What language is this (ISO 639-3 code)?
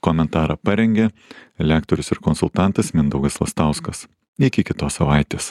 lit